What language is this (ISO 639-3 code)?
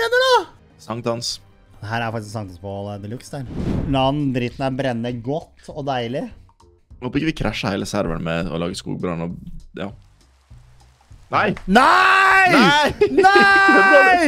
nor